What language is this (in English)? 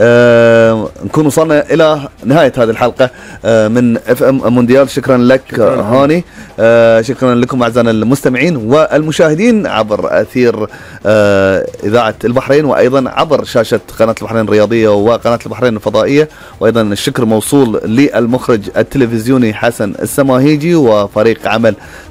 Gulf Arabic